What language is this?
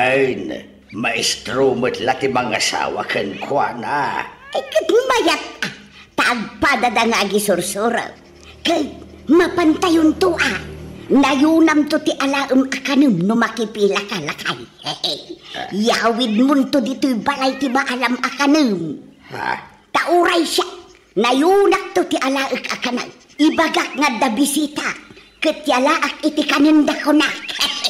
Iloko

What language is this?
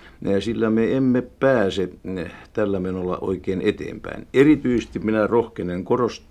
Finnish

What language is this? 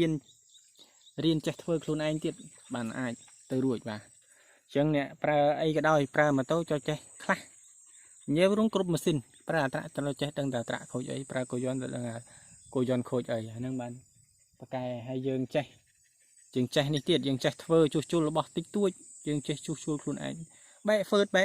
Khmer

